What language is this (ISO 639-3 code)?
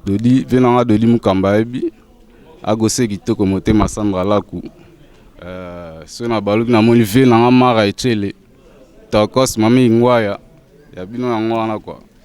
lin